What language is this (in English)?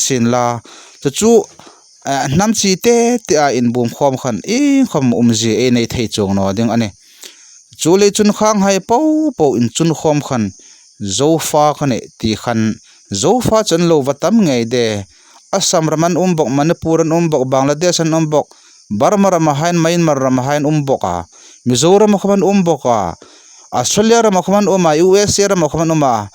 Hmar